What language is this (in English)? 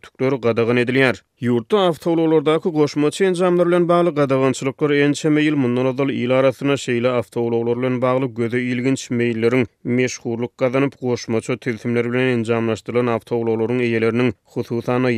Turkmen